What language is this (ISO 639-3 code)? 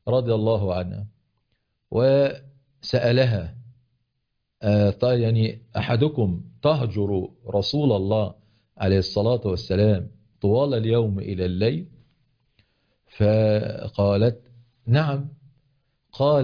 ara